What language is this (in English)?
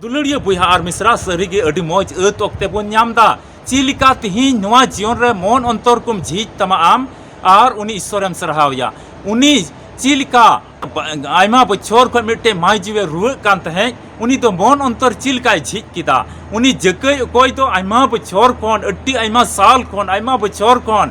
Santali